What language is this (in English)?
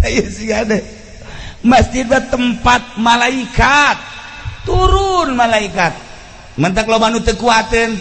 Sundanese